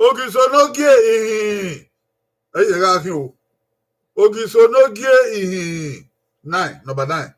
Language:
Bini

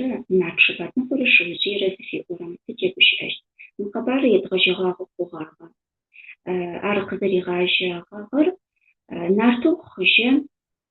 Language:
Adyghe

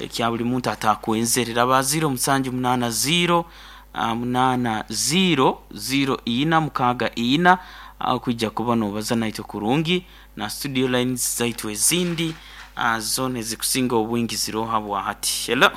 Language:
Nyoro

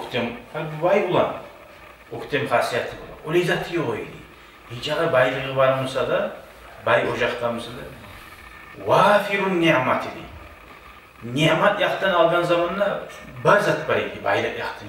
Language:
Kumyk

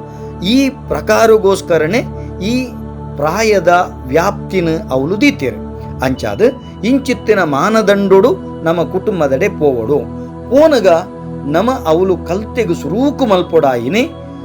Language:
Tulu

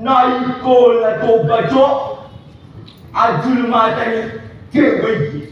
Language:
Buginese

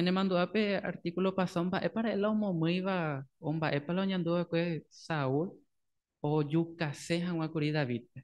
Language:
Guarani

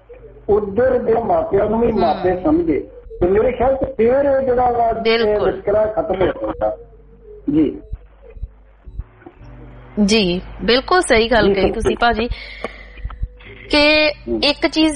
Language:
Punjabi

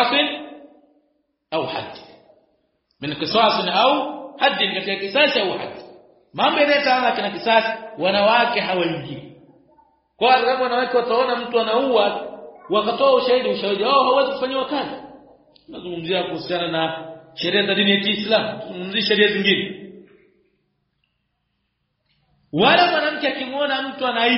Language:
Swahili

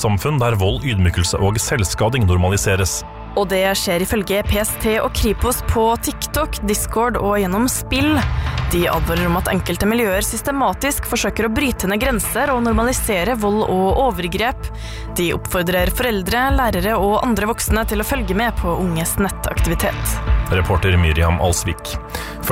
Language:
Norwegian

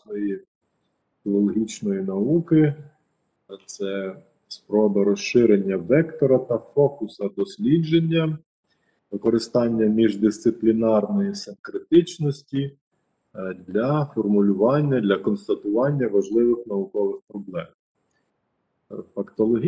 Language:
Ukrainian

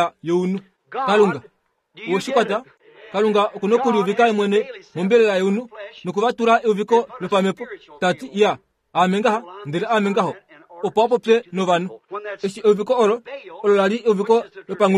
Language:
Kuanyama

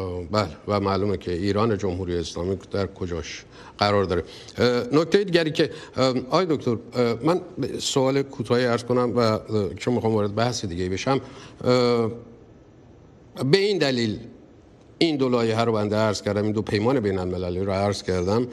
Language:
Persian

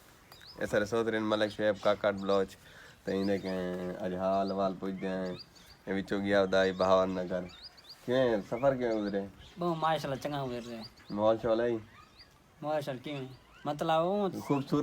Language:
Saraiki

